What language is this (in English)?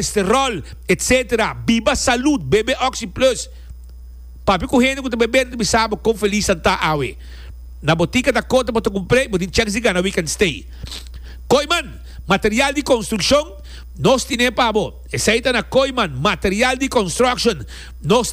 Papiamento